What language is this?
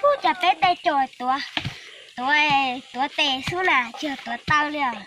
Hmong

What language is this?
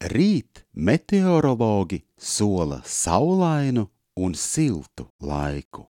Latvian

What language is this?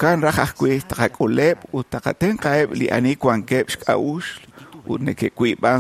Kekchí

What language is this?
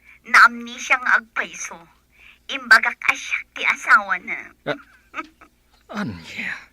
Iloko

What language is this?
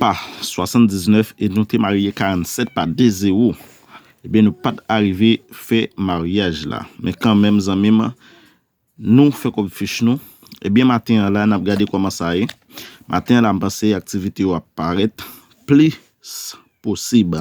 Haitian Creole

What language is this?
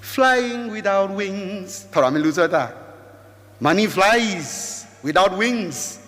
Rongmei Naga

